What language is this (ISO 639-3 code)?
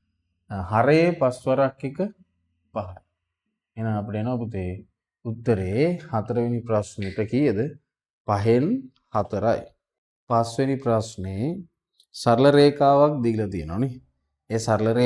sin